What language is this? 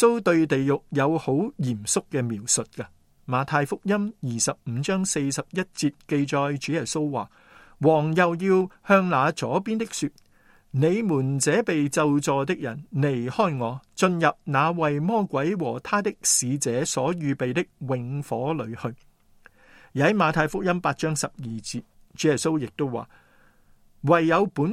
Cantonese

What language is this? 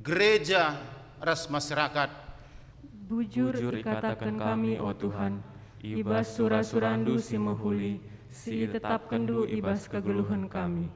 Batak Karo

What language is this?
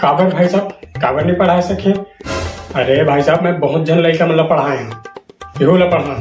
Chhattisgarhi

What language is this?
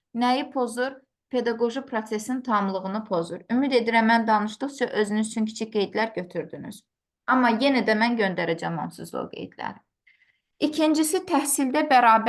Azerbaijani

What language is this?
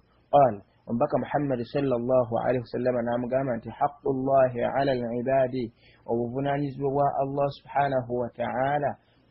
Ganda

